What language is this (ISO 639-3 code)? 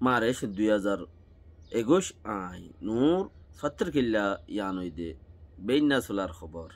rhg